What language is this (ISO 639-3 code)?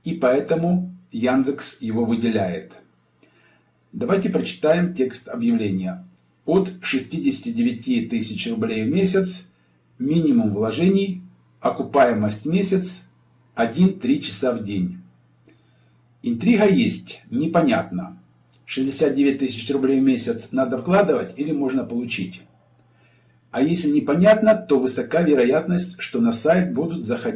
rus